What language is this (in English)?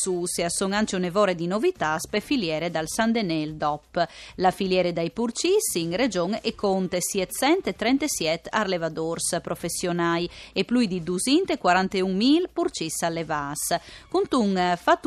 Friulian